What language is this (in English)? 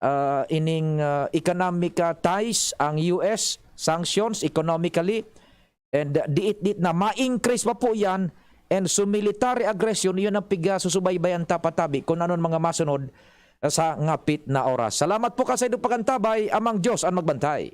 Bikol